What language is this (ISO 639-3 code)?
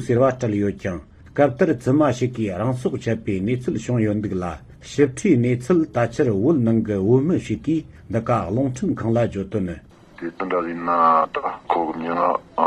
bod